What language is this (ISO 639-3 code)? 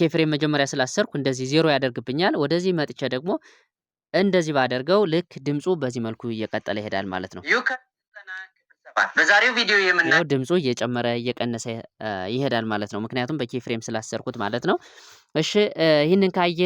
amh